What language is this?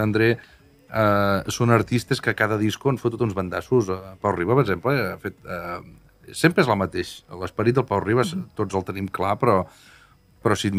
Catalan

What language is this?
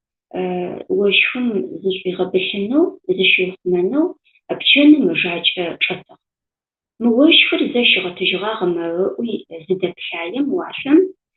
Adyghe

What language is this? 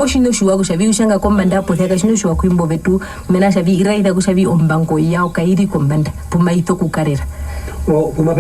Herero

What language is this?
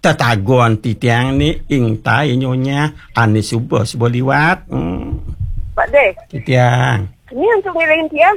Balinese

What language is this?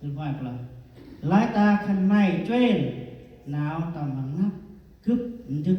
Central Mnong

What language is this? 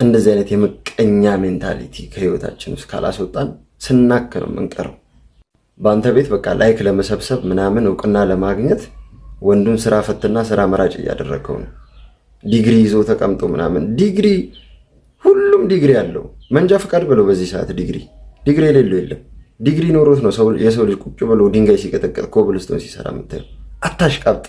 Amharic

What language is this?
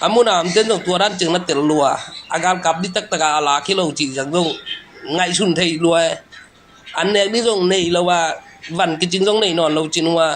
Tedim Chin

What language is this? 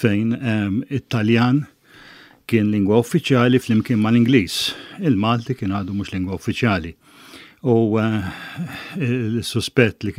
Maltese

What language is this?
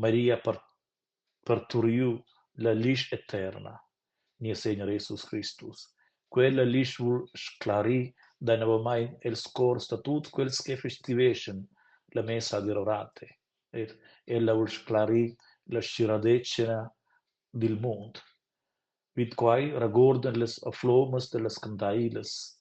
Romansh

